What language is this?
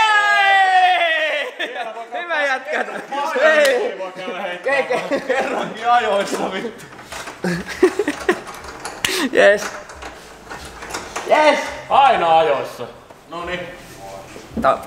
Finnish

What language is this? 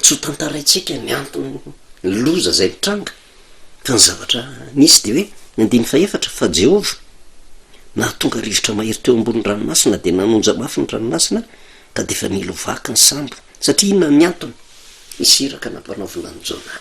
Malagasy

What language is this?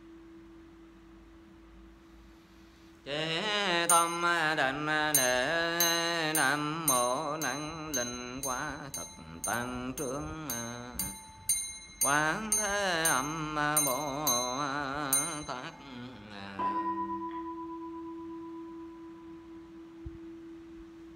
Vietnamese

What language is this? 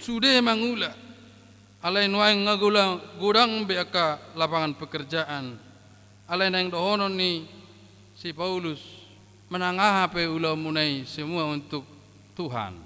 Batak Toba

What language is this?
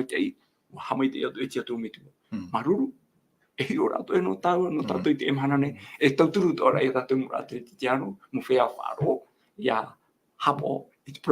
Tahitian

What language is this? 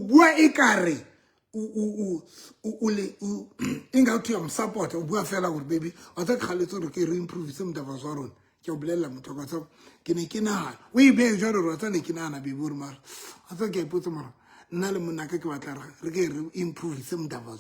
Southern Sotho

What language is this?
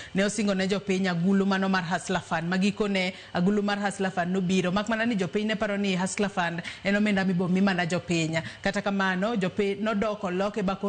Luo (Kenya and Tanzania)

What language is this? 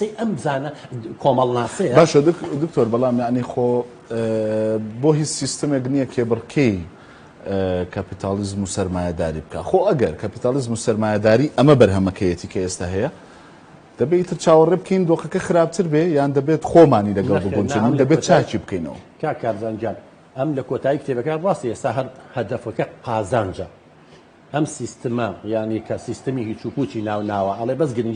Central Kurdish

